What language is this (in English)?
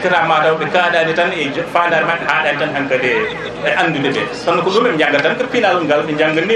Fula